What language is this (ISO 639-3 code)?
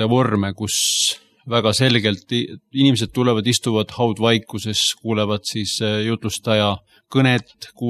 est